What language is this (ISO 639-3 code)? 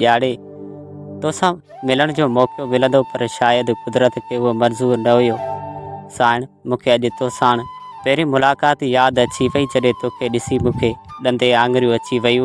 snd